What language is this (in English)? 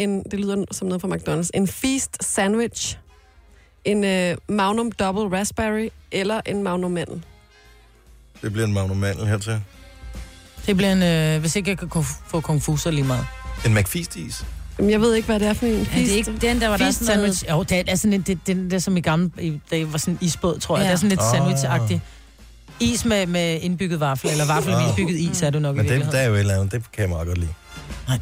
Danish